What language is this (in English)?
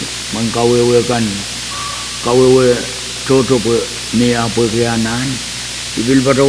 Pohnpeian